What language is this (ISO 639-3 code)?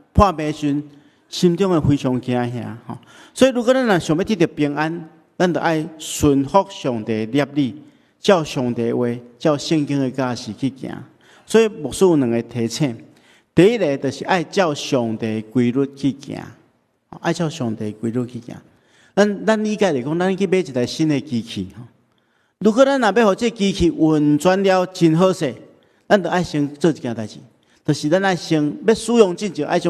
nan